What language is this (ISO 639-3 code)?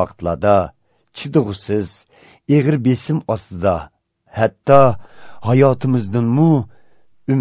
uig